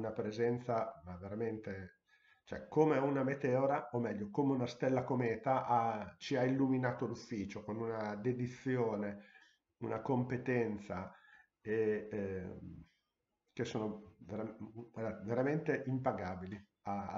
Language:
Italian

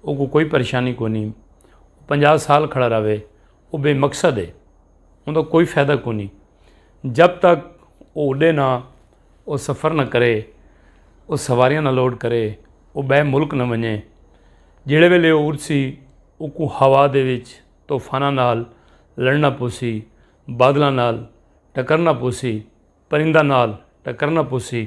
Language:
Saraiki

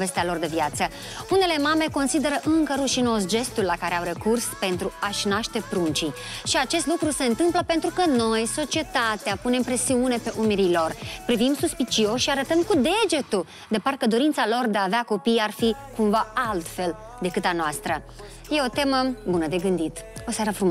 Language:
Romanian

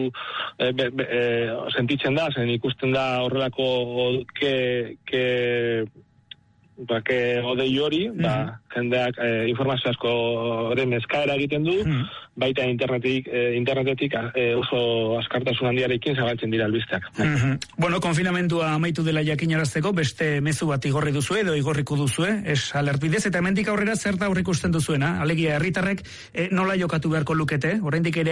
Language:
Basque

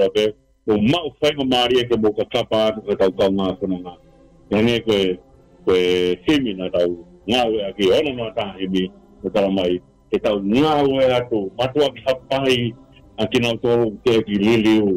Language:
Tongan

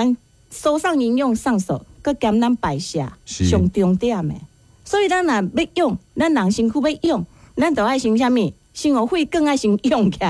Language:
Min Nan Chinese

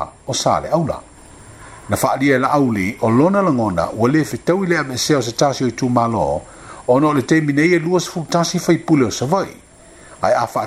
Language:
Samoan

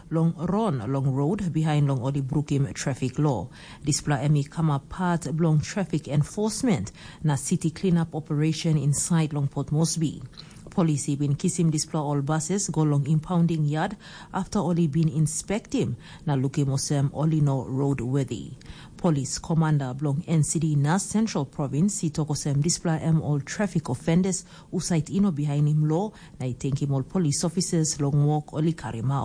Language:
Tok Pisin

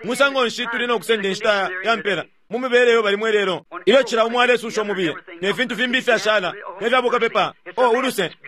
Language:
Bemba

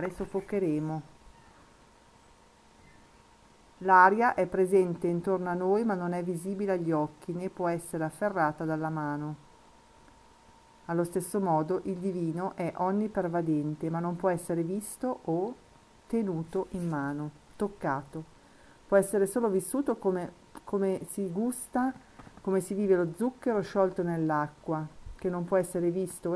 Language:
Italian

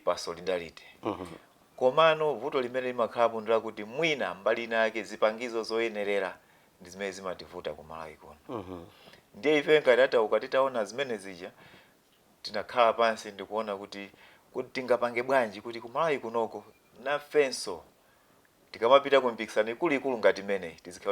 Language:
Nyanja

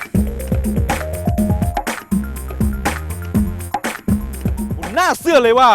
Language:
Lao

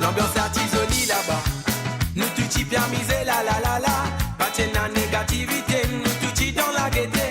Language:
Morisyen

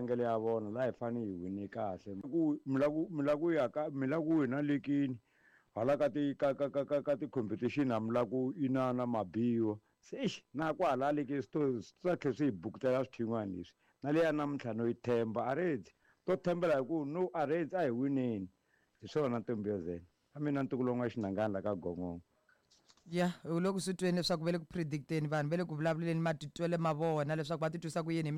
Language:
Tsonga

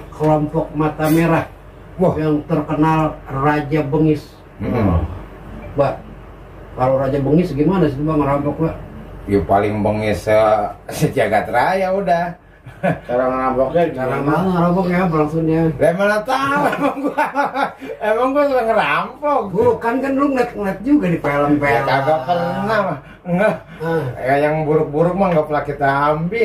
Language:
Betawi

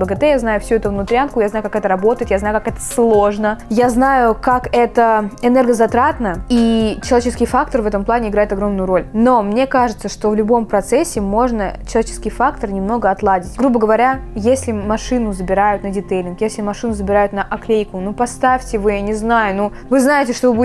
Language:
Russian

